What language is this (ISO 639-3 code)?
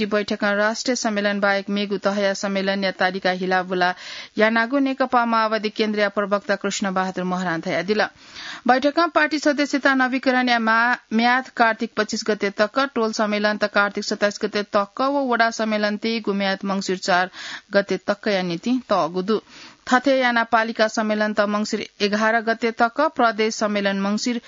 new